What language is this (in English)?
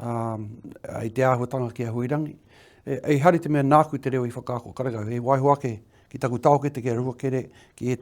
Māori